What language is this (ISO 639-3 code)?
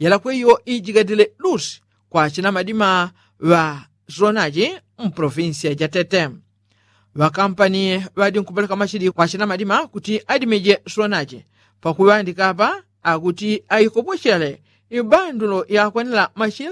yao